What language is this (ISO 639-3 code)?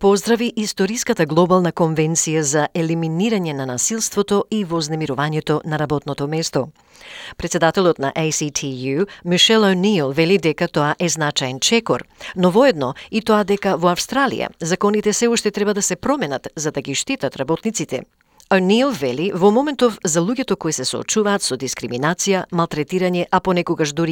mkd